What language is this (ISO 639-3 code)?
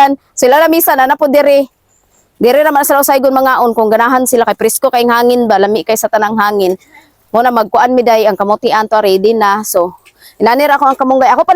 ceb